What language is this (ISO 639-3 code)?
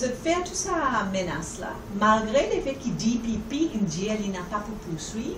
mfe